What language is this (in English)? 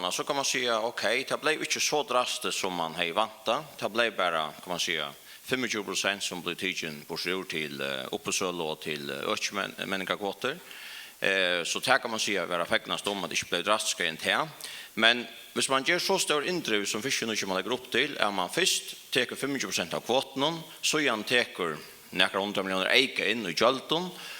Faroese